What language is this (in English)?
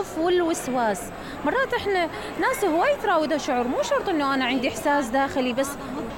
Mesopotamian Arabic